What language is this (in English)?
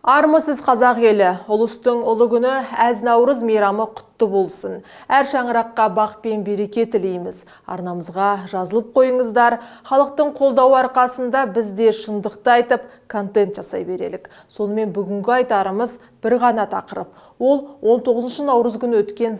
Kazakh